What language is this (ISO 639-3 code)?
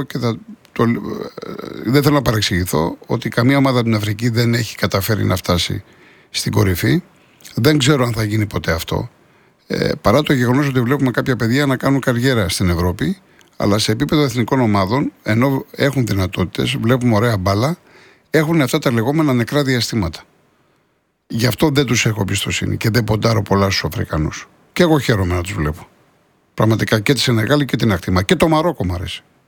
ell